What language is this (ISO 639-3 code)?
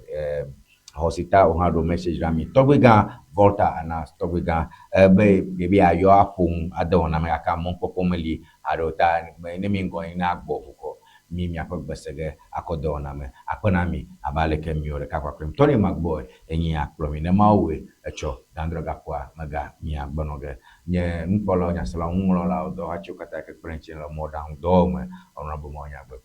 ewe